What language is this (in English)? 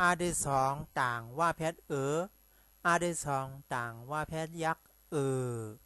Shan